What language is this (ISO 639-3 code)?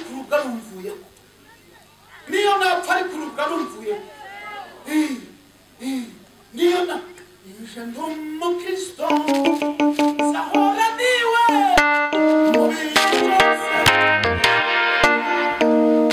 kin